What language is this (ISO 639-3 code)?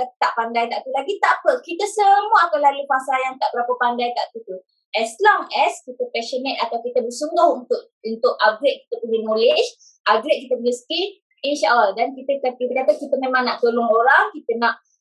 msa